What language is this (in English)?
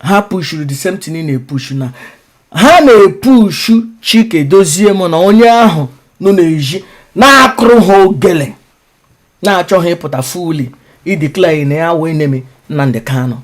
Igbo